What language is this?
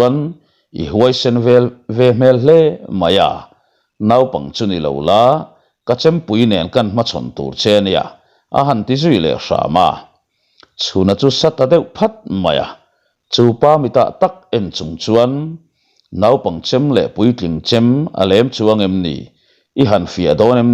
Mizo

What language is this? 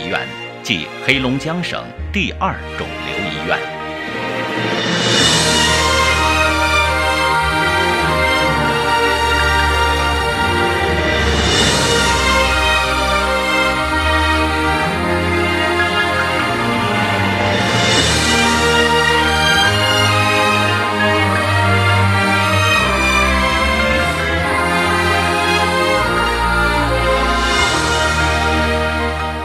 Chinese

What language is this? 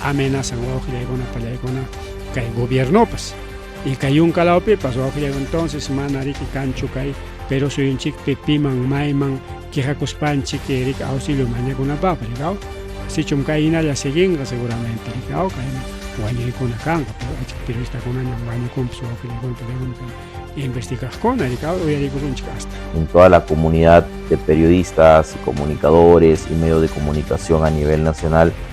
Ayacucho Quechua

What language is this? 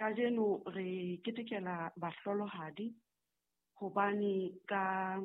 Southern Sotho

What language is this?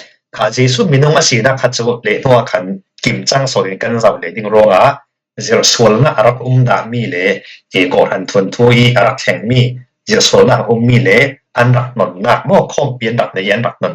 Falam Chin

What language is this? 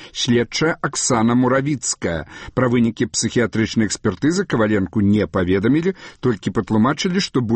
Belarusian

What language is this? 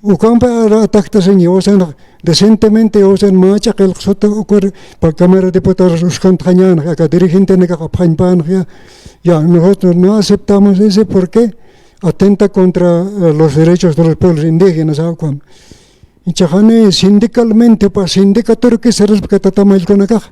Aymara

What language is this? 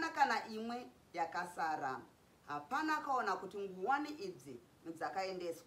Shona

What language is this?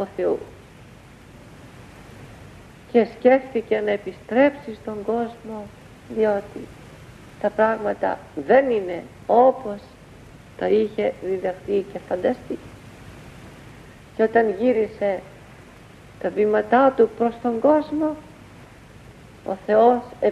Greek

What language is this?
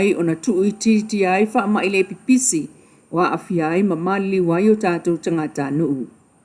Samoan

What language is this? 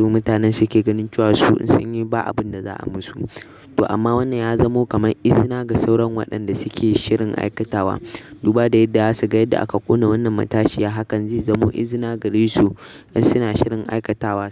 Hausa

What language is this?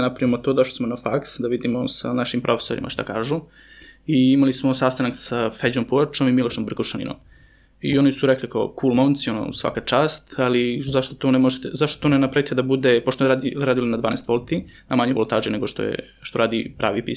Serbian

